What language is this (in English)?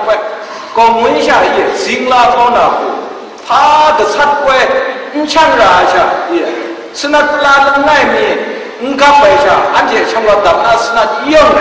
Kachin